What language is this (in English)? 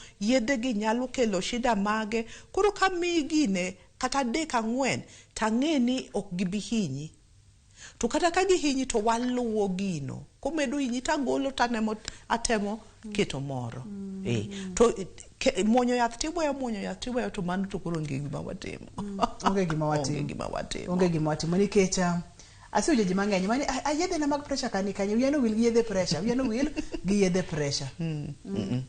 Luo (Kenya and Tanzania)